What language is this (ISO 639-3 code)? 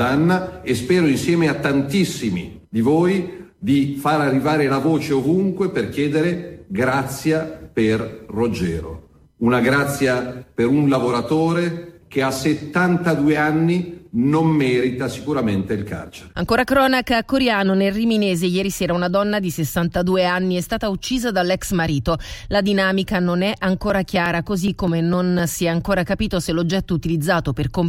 ita